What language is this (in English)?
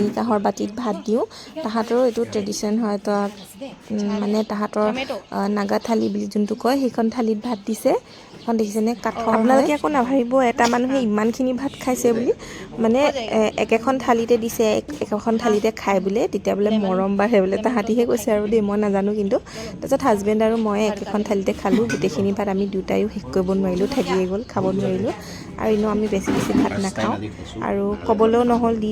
Assamese